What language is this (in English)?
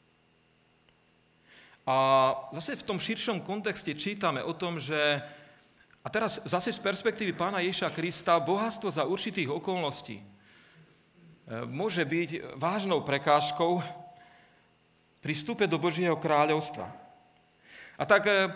Slovak